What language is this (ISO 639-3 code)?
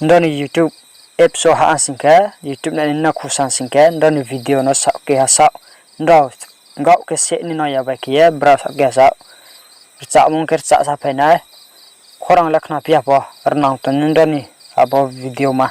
ria